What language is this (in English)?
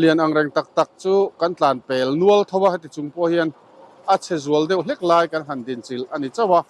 Mizo